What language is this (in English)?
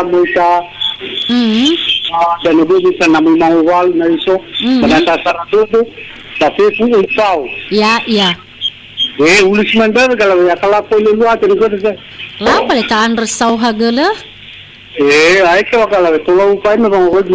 Nias